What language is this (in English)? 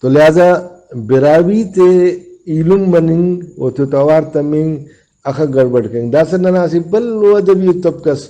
Brahui